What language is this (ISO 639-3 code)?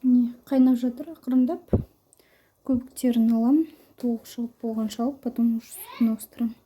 kaz